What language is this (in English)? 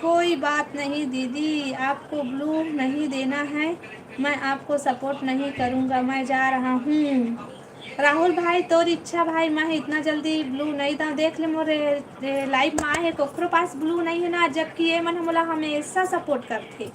Chhattisgarhi